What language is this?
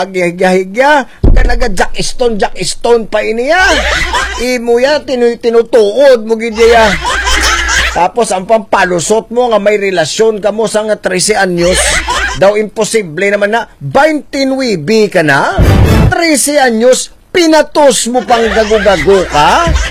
Hiligaynon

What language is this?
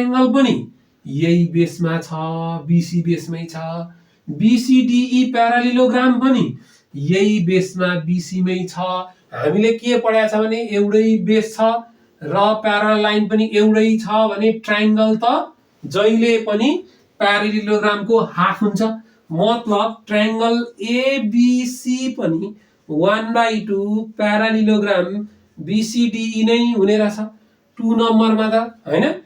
Nepali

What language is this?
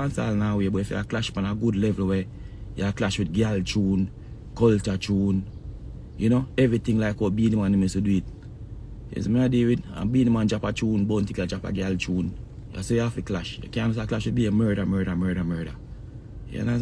Jamaican Creole English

